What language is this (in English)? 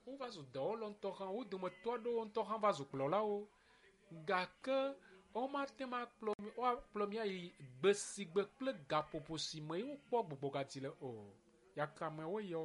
Ewe